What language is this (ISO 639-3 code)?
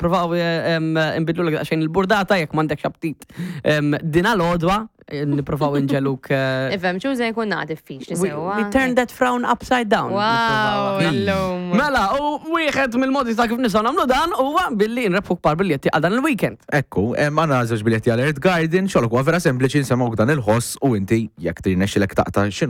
mlt